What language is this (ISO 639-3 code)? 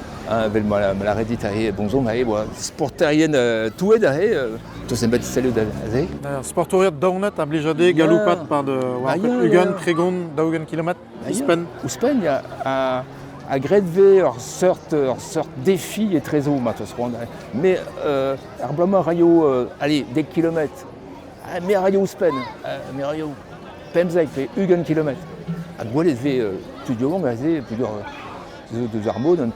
bre